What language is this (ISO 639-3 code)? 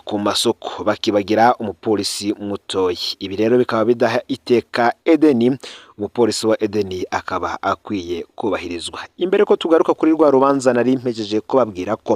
run